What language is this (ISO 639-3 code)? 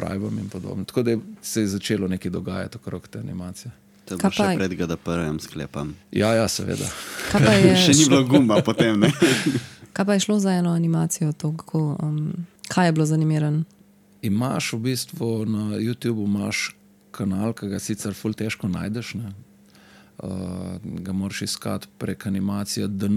slv